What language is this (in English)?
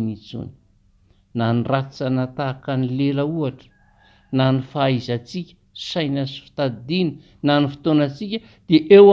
Malagasy